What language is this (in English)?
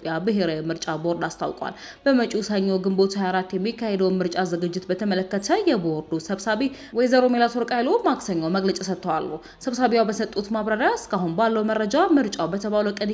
Amharic